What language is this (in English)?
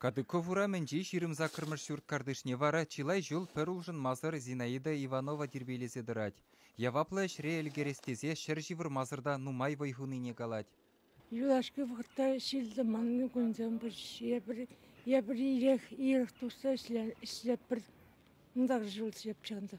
Chuvash